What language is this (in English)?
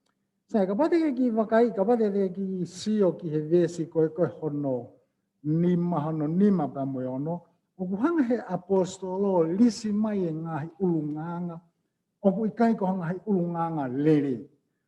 Tongan